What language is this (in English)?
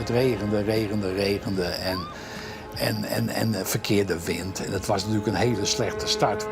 Western Frisian